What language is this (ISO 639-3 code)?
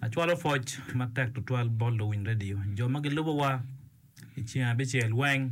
ach